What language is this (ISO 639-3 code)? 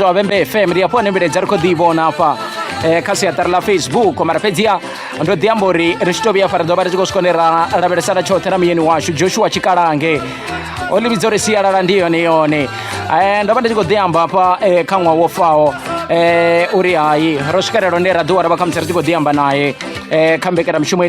ven